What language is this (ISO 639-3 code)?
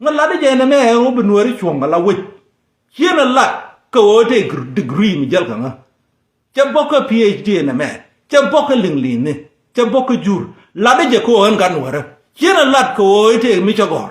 nus